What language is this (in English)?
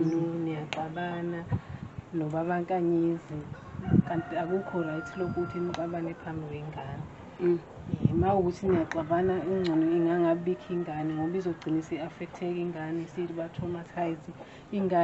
Zulu